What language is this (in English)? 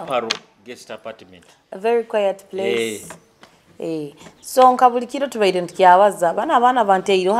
Nyoro